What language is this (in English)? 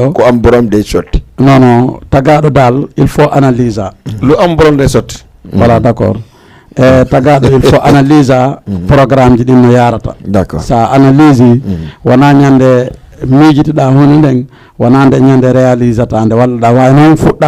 Fula